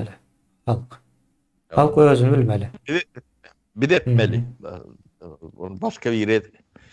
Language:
Turkmen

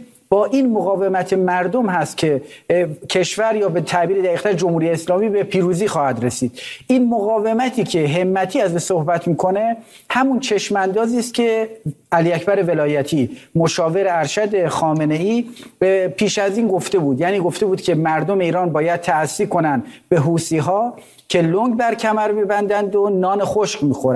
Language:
Persian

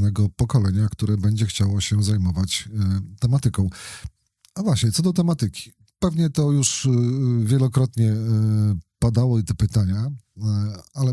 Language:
Polish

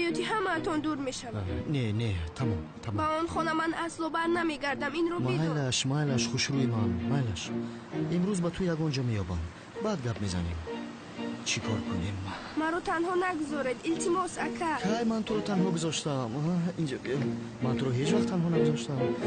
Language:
Tajik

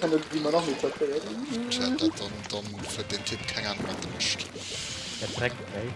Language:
Luxembourgish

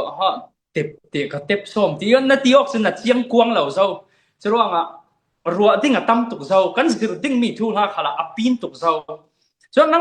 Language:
Falam Chin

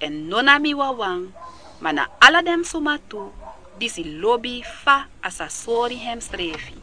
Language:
Sranan Tongo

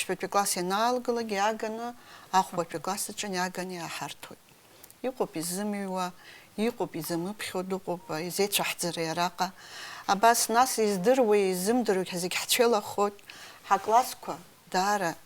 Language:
Abkhazian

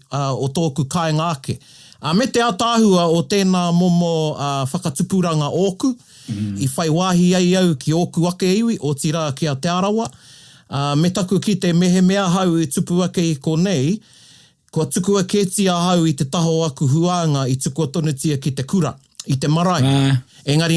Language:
Māori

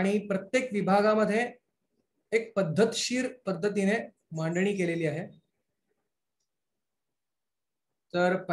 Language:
Marathi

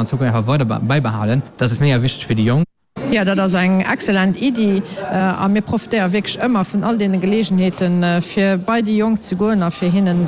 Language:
Luxembourgish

